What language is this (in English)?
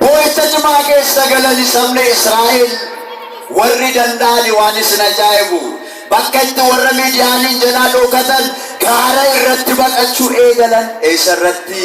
Oromo